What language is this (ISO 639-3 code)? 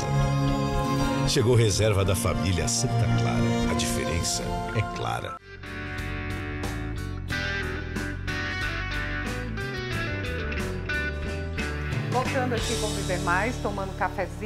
por